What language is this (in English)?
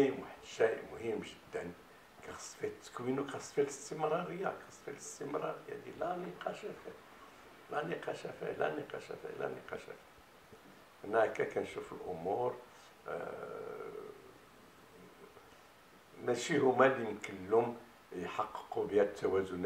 Moroccan Arabic